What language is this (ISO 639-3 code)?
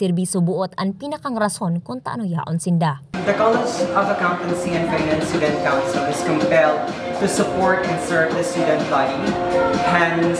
bik